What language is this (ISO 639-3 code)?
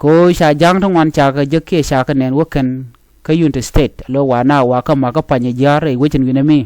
nus